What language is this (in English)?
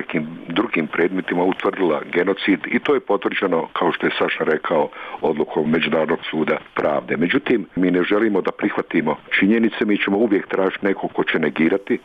Bosnian